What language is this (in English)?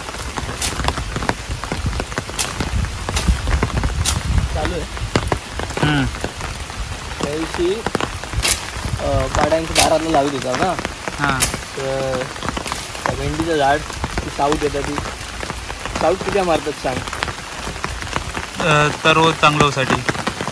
Marathi